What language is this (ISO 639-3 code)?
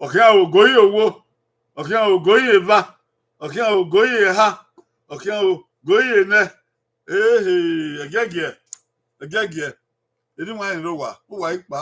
bin